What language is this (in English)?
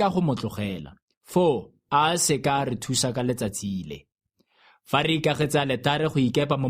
Tswana